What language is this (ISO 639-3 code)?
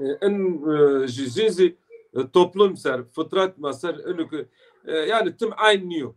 zza